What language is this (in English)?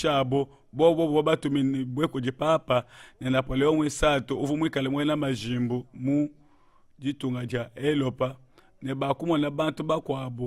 Luba-Lulua